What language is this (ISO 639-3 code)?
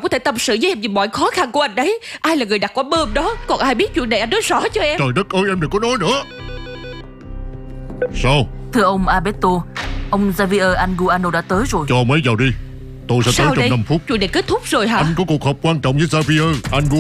vie